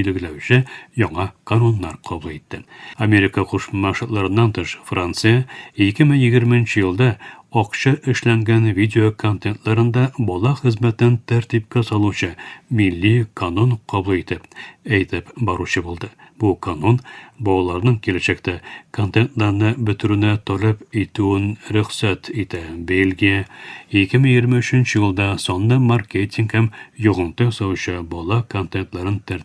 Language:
Tatar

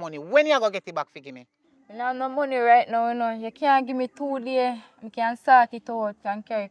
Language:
Jamaican Creole English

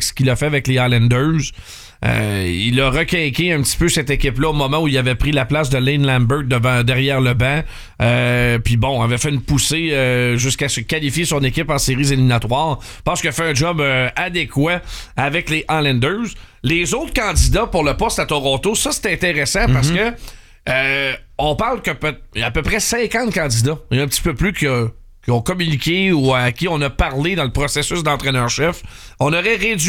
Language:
French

